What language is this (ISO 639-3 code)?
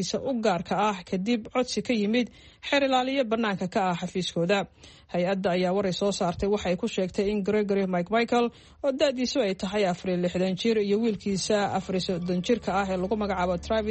som